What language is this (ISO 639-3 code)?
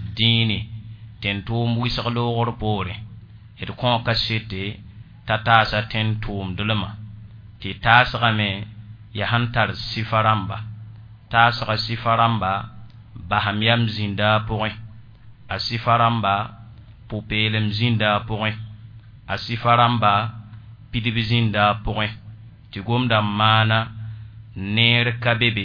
mos